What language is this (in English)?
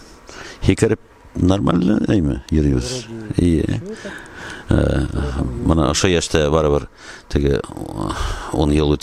Bashkir